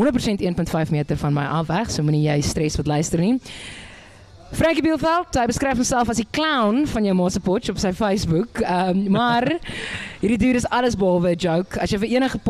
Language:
Afrikaans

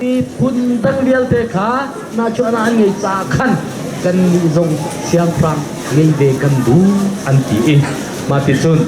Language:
Hakha Chin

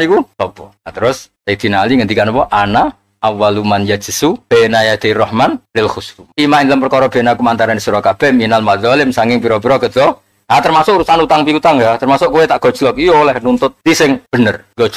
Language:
Javanese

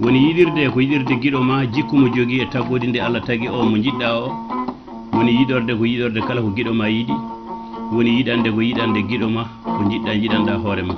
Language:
Fula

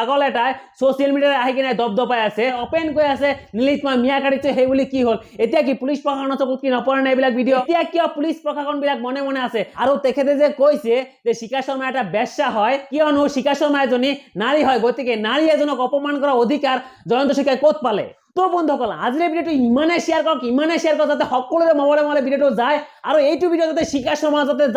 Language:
Assamese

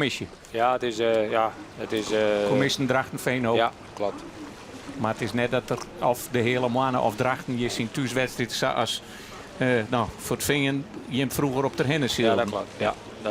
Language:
Western Frisian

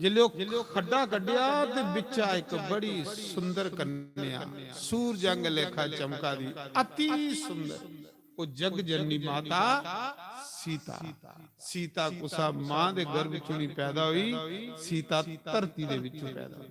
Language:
Dogri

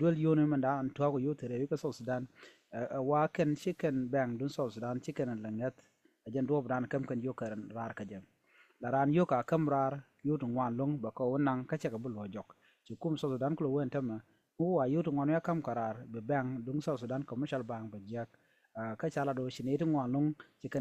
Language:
Nuer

